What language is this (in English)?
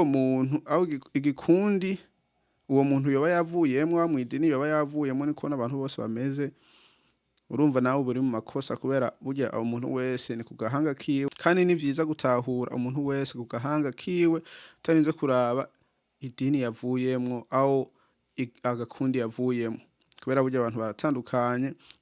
Rundi